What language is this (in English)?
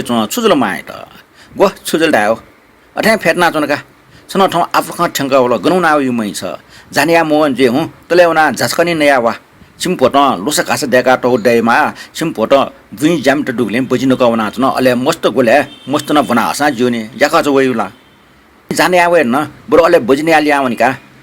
Newari